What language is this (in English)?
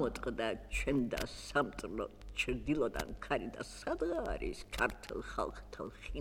Georgian